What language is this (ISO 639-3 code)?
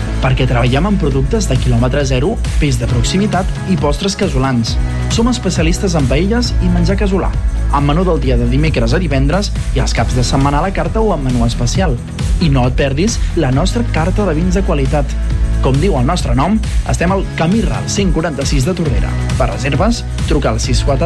cat